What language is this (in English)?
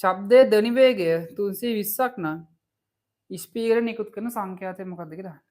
Sinhala